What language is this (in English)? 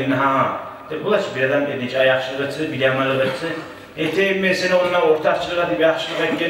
Kumyk